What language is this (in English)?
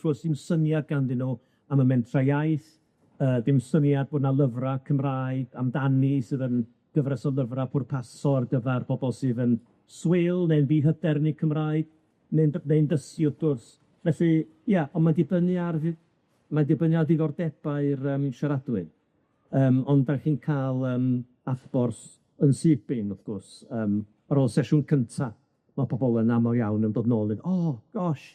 Welsh